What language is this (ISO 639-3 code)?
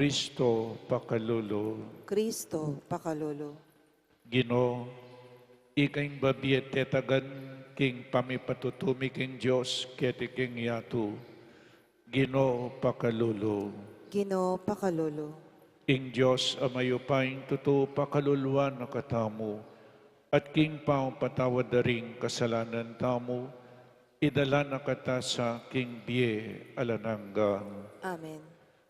pam